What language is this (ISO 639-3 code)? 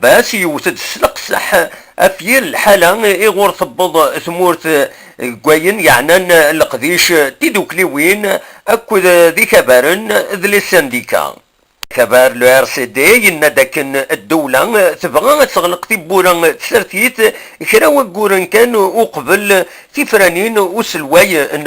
kab